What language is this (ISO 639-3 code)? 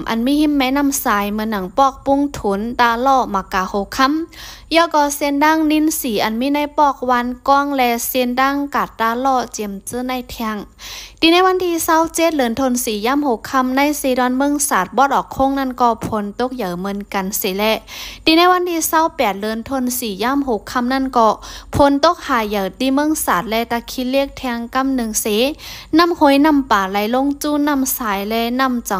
shn